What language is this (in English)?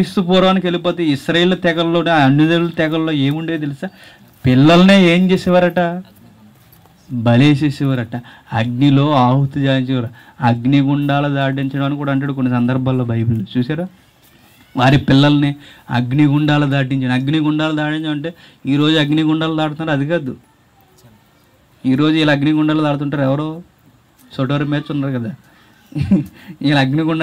Telugu